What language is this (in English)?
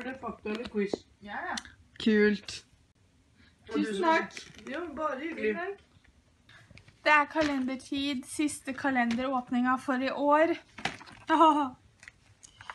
Norwegian